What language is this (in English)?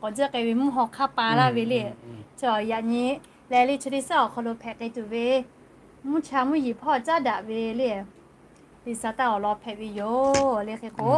Lahu